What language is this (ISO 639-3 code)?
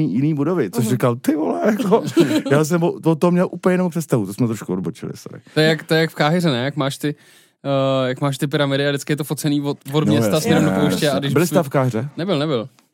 ces